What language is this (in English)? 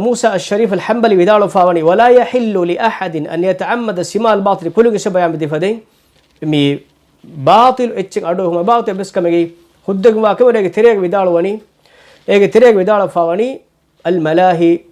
Divehi